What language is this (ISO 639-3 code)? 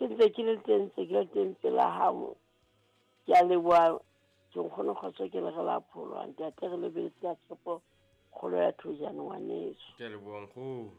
sot